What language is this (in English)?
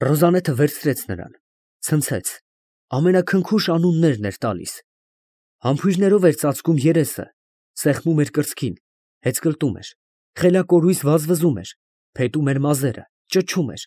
Armenian